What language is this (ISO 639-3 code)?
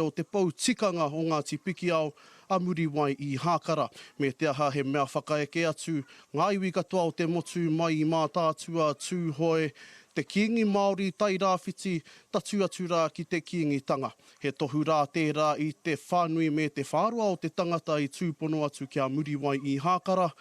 mri